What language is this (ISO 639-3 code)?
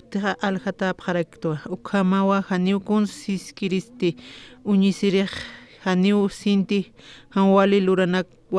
aym